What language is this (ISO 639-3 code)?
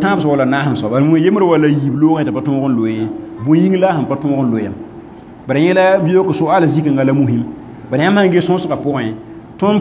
mos